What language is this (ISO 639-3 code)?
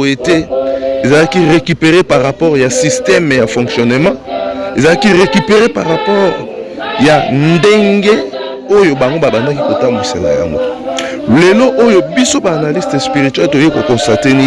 lin